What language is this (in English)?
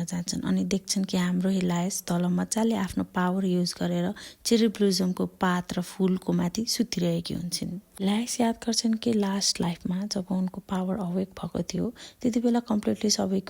Nepali